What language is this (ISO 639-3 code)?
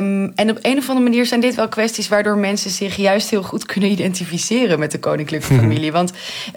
nld